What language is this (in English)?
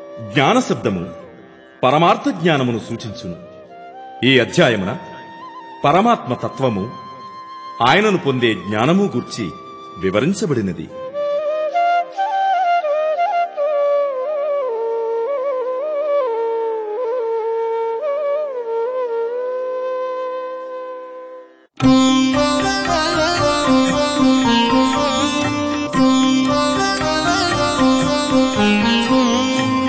Telugu